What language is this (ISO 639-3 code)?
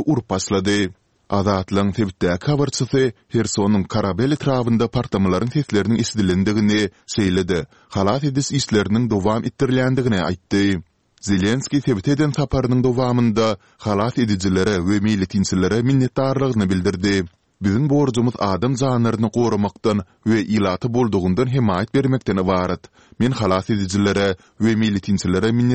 tuk